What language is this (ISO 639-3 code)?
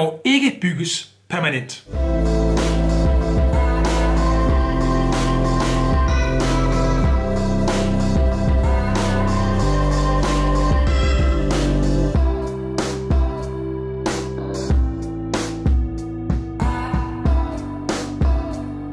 dan